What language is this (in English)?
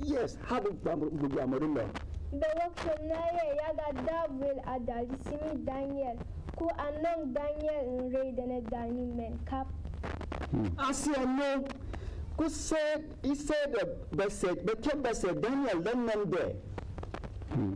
Berom